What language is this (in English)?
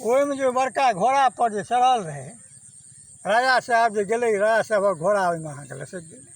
Maithili